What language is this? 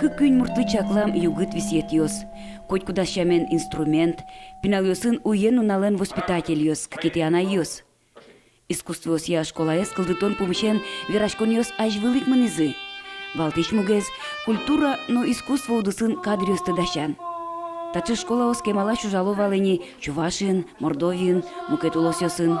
Udmurt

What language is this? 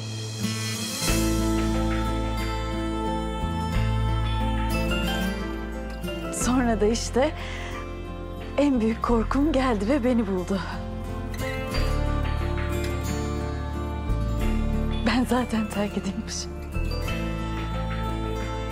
Turkish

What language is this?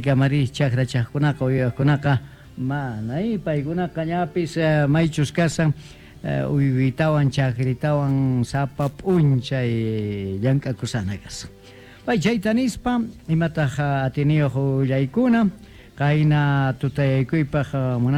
Quechua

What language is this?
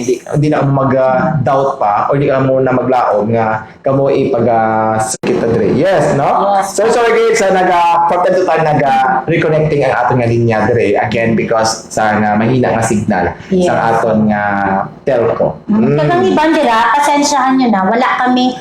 Hiligaynon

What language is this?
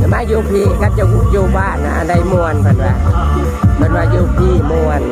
Northeastern Thai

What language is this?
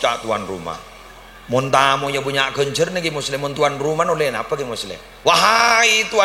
Madurese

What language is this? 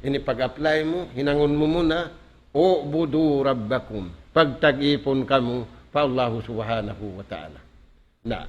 Tausug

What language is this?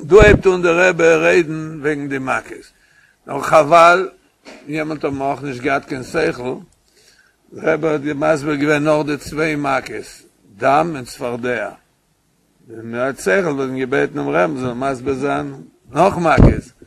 Yiddish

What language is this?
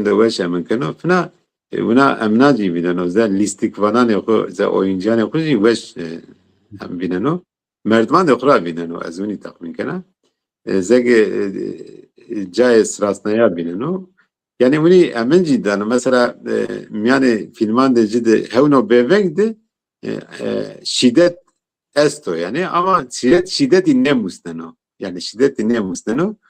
Zaza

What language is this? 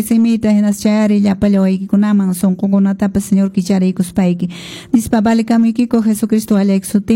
Quechua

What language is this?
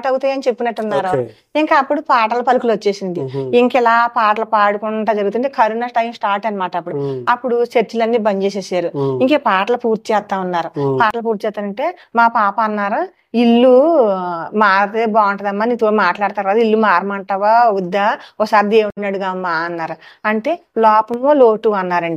Telugu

